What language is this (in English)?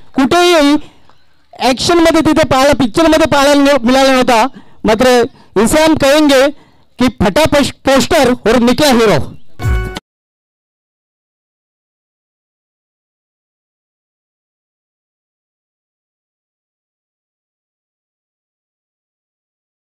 Marathi